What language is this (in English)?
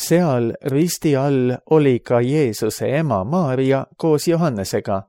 Estonian